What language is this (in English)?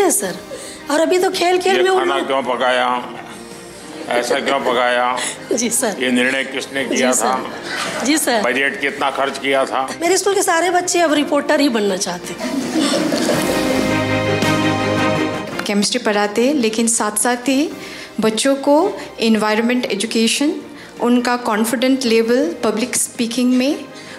Hindi